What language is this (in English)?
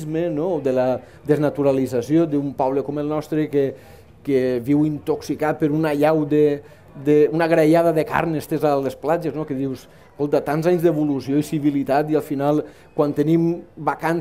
Catalan